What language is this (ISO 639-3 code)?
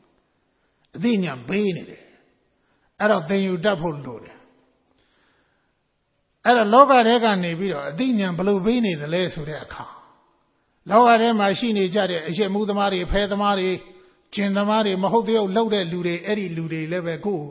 mya